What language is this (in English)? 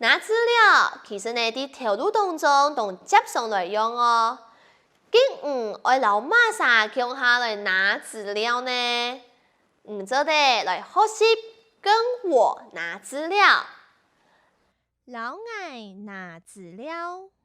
Hakka Chinese